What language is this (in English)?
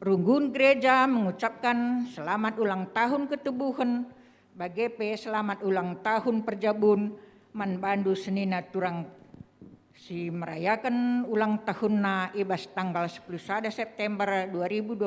Batak Karo